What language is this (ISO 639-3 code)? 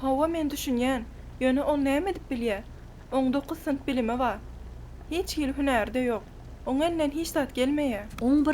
tuk